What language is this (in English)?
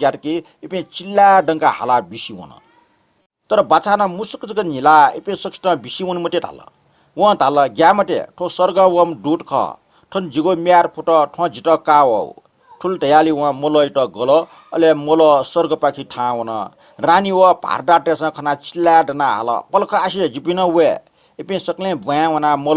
Newari